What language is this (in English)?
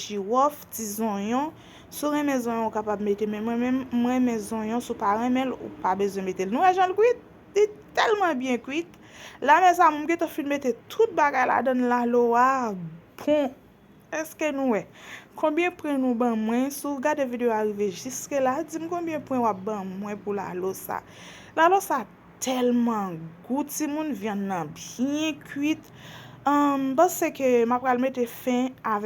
Haitian Creole